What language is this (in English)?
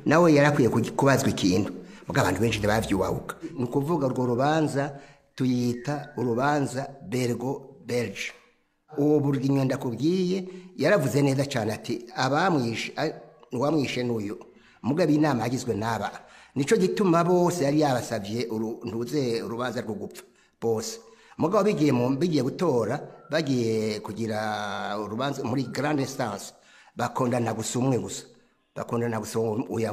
Rundi